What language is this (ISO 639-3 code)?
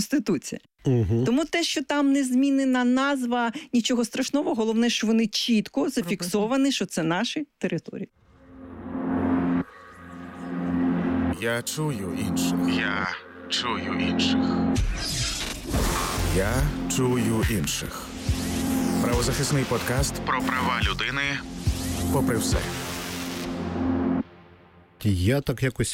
ukr